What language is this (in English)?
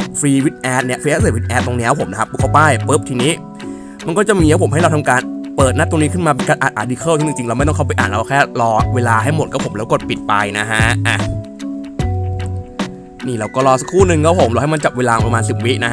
Thai